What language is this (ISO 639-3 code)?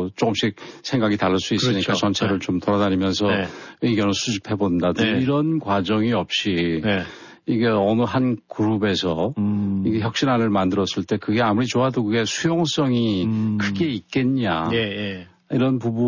kor